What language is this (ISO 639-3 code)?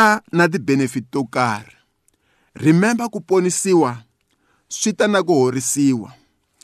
tso